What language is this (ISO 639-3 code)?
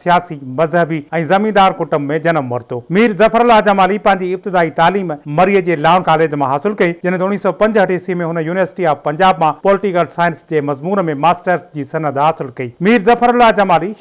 snd